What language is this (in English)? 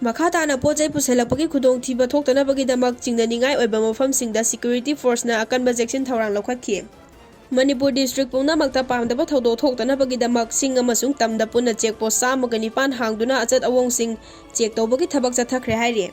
Manipuri